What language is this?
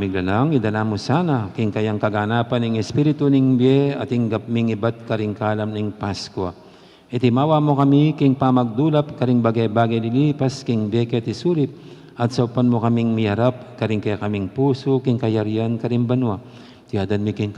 Pampanga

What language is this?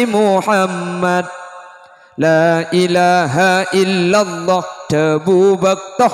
Madurese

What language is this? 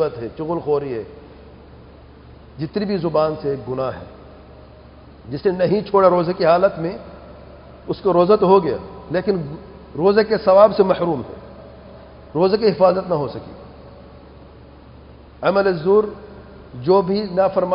Urdu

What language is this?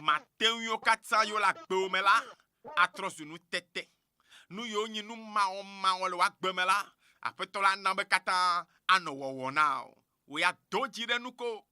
Ewe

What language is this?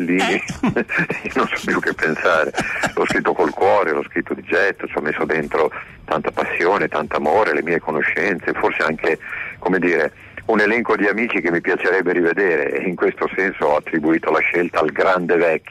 Italian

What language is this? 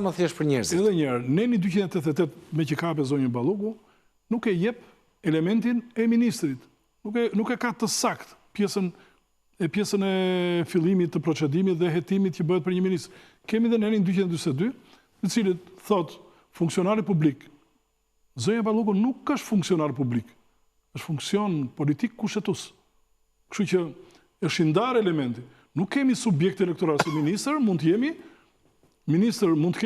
Albanian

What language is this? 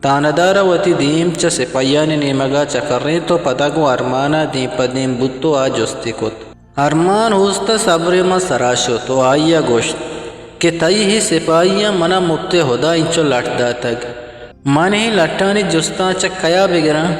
Eastern Balochi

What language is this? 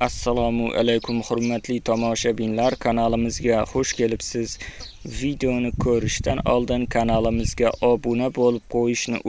Uzbek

